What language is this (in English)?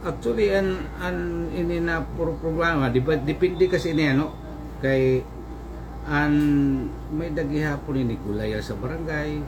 Waray